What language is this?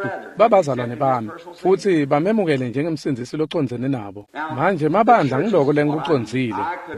Swati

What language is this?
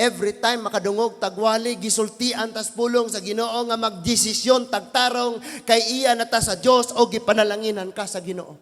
Cebuano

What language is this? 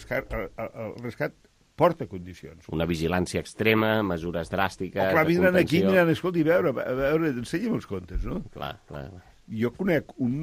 Catalan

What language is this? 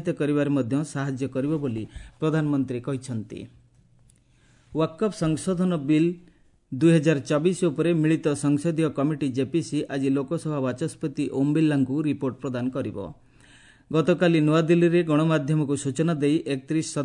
Odia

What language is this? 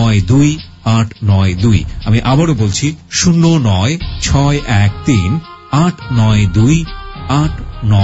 Bangla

